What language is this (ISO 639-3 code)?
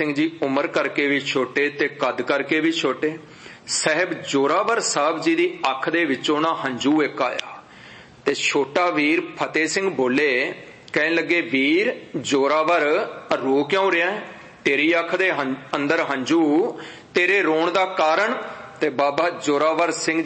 pan